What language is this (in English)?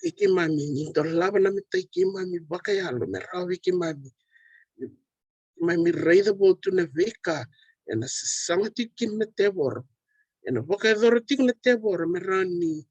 Fijian